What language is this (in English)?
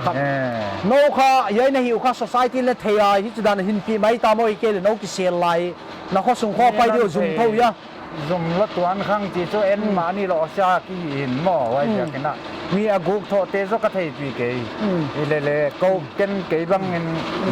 Paite Chin